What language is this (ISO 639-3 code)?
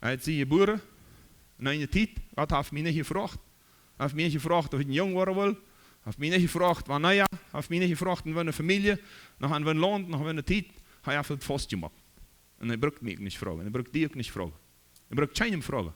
pdt